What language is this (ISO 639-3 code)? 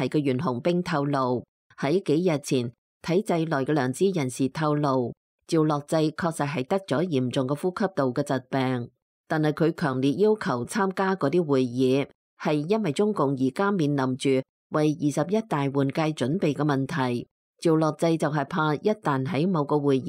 yue